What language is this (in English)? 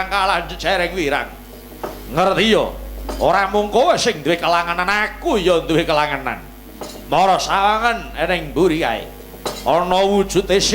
Javanese